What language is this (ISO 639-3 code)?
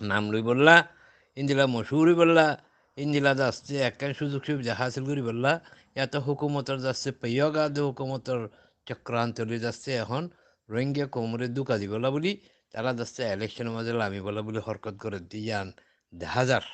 rhg